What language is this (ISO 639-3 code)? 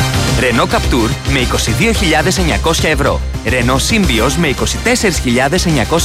ell